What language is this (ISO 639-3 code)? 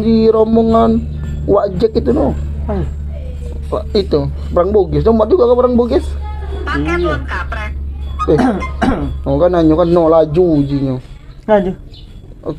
mui